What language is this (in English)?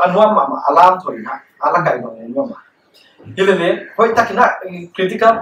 Paite Chin